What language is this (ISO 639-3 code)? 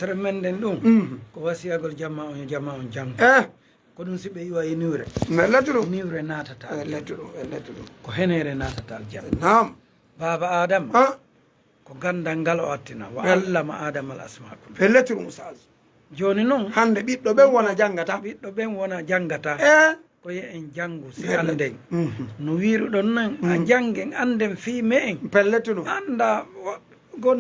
ful